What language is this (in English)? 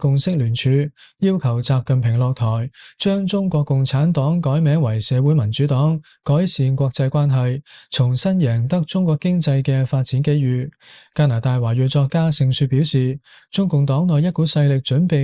Cantonese